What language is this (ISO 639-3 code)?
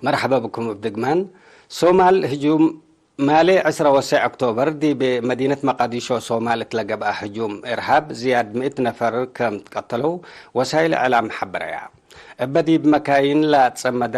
tig